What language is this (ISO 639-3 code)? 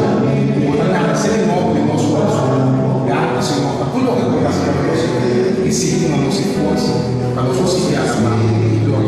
pap